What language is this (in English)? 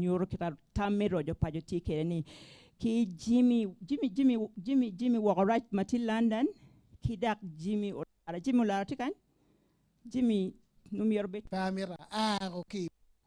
Acoli